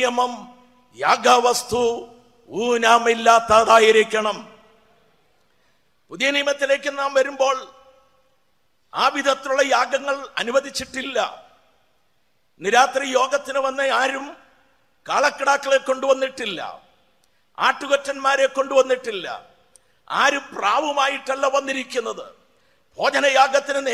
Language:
Malayalam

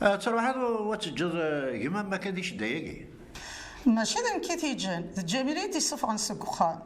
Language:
Kabyle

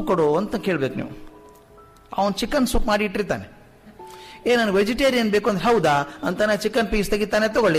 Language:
Kannada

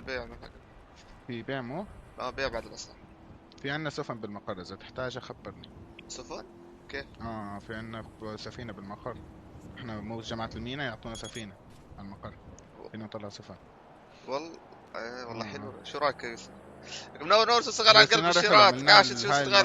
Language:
North Levantine Arabic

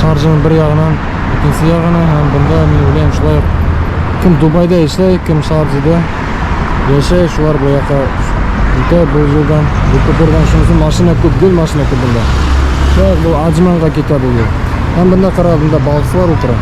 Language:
Bashkir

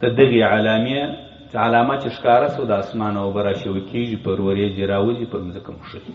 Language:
Pashto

